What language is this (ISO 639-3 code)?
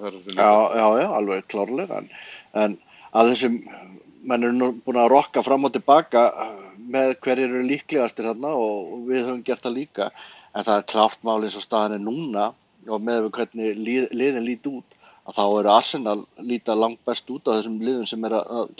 isl